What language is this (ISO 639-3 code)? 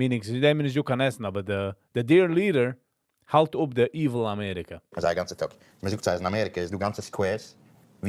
yid